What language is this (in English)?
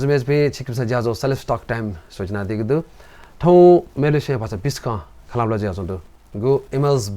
Newari